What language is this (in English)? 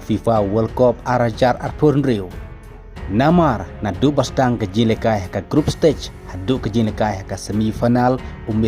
Khasi